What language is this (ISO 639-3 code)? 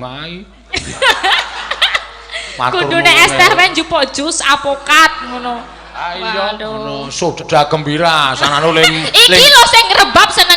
jav